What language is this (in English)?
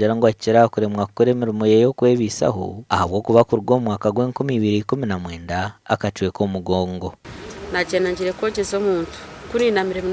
Nyankole